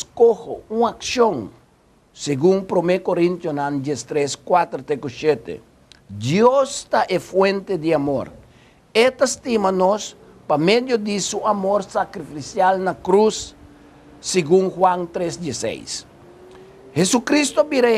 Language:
Papiamento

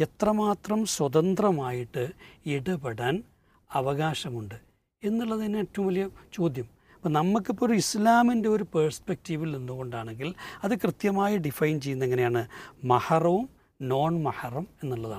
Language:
Malayalam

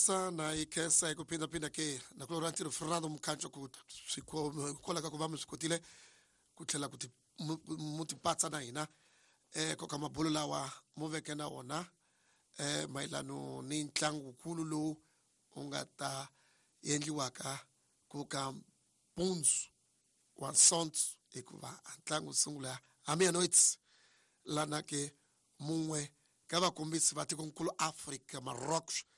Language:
Tsonga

